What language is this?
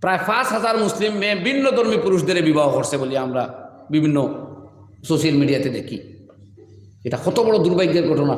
Sylheti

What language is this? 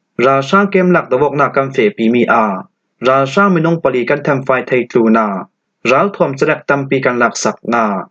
Falam Chin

